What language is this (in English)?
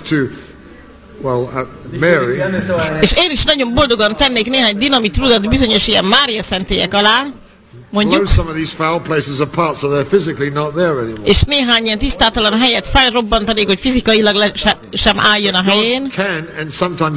Hungarian